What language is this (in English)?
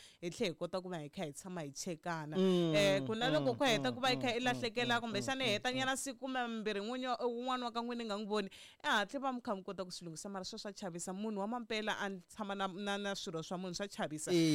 Tsonga